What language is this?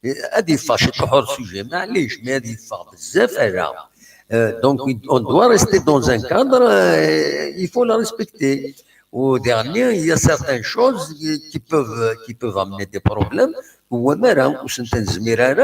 Kabyle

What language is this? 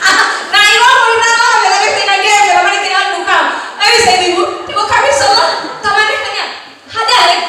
Nias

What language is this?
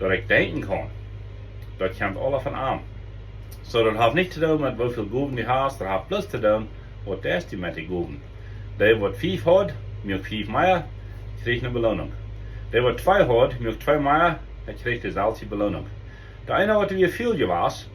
Plautdietsch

